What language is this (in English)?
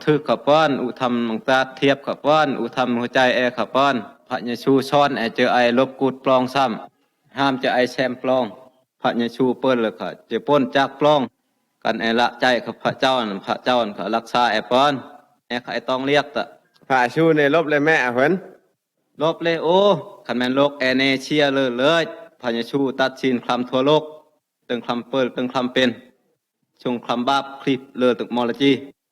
Phai